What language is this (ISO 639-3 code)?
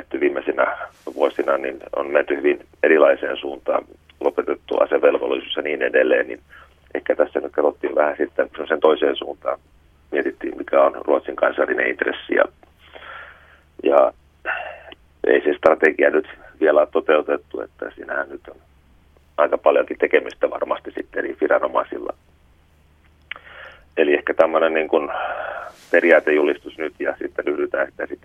fin